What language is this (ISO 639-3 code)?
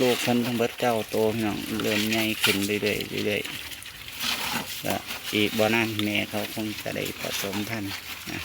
tts